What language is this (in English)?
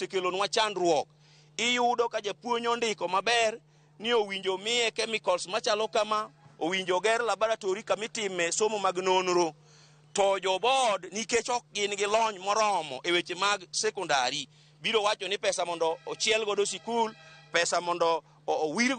Luo (Kenya and Tanzania)